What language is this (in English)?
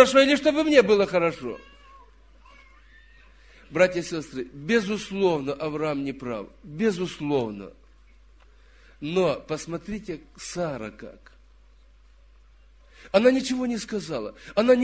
Russian